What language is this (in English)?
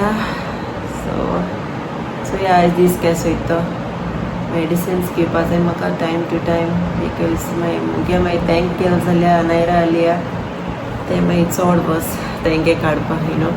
Konkani